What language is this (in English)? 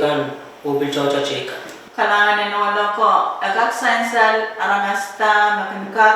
Pohnpeian